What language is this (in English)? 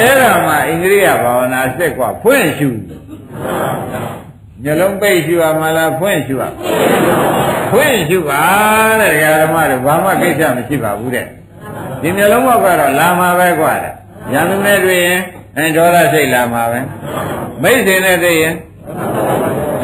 Burmese